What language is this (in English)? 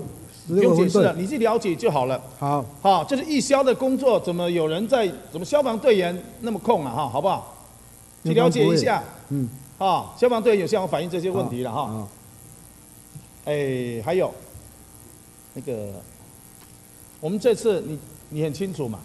Chinese